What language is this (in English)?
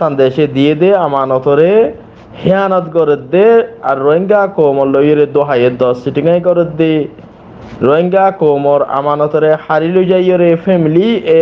Rohingya